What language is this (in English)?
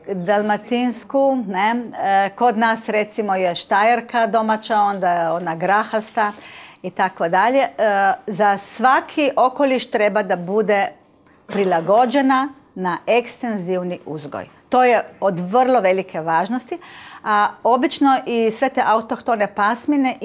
Croatian